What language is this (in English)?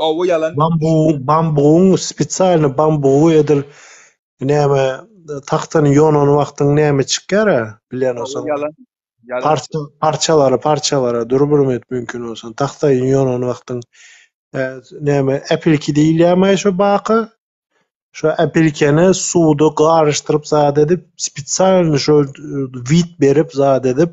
Turkmen